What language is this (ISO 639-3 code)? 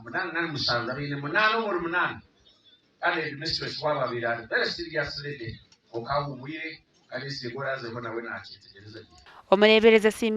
nyn